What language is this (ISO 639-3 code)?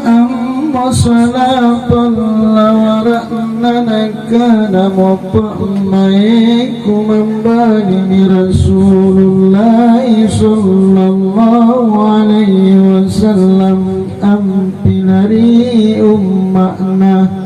mak